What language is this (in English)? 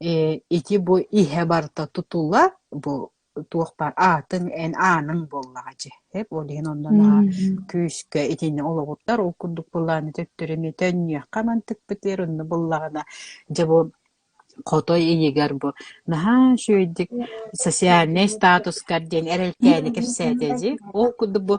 Yakut